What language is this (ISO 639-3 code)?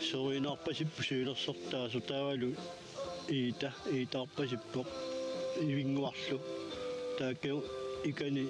kal